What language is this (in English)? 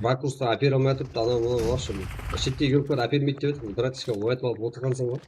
Kara-Kalpak